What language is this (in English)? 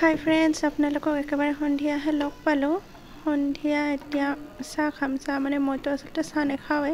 Assamese